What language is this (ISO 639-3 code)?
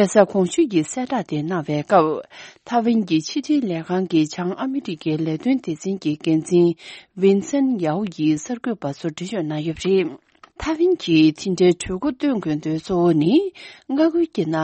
bod